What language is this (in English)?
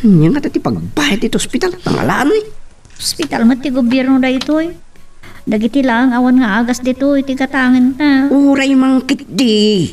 Iloko